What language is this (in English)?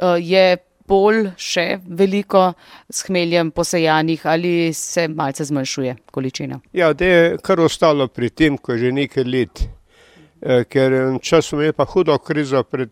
Slovenian